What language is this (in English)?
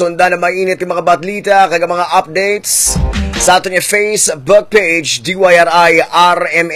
Hiligaynon